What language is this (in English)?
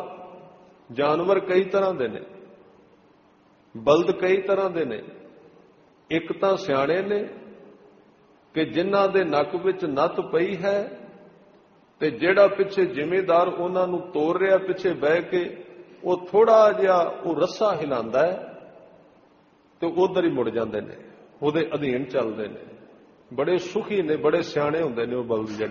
Punjabi